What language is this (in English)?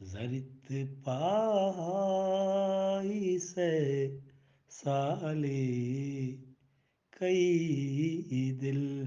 Eastern Balochi